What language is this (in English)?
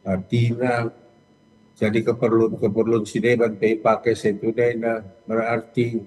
Batak Karo